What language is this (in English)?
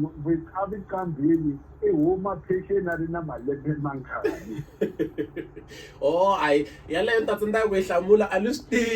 Tsonga